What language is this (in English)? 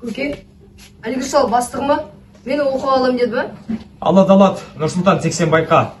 Kazakh